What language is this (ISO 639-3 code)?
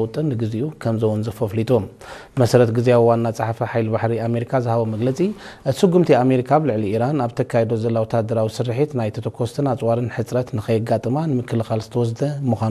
tir